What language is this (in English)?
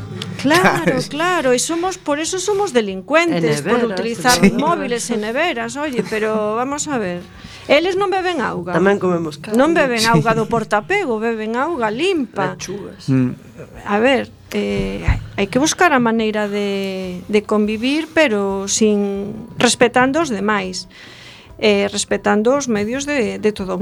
Galician